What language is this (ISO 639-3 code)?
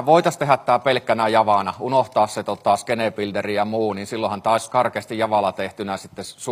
fin